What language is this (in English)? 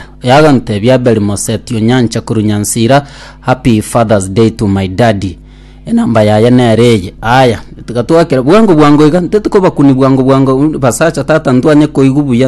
Gusii